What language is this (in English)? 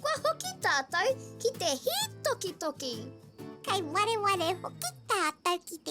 Māori